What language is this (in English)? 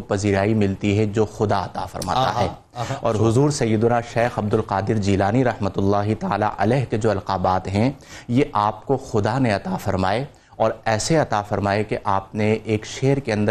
Urdu